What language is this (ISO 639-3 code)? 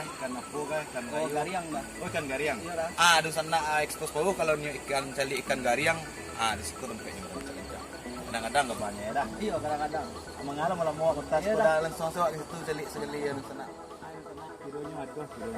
min